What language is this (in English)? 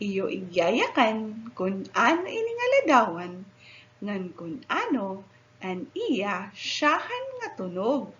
Waray